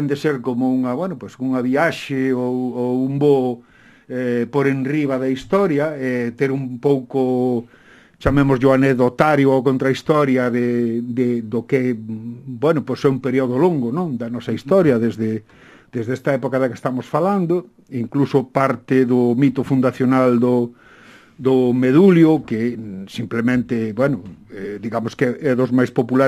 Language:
Galician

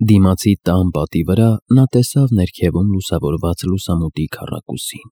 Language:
Armenian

